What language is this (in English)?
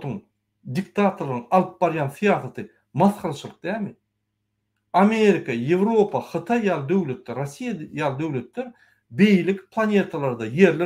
Turkmen